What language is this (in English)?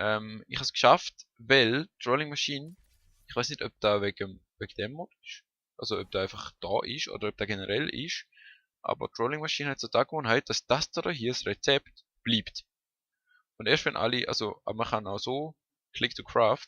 Swiss German